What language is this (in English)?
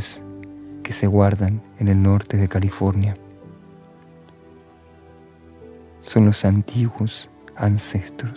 Spanish